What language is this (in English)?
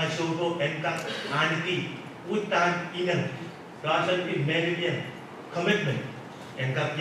Pohnpeian